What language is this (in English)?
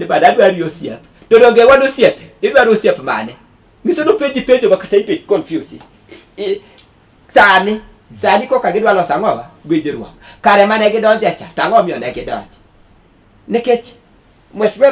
Luo (Kenya and Tanzania)